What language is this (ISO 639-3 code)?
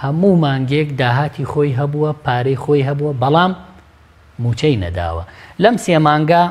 ckb